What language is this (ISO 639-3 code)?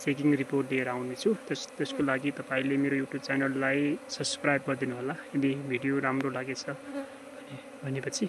nep